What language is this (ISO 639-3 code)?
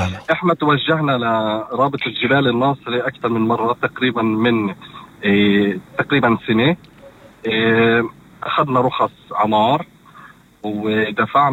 apc